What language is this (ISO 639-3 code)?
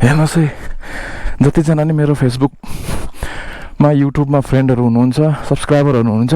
nep